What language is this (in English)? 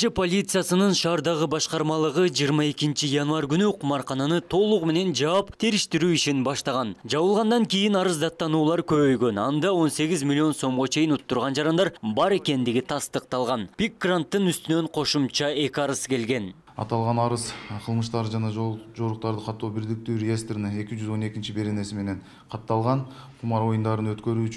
Kyrgyz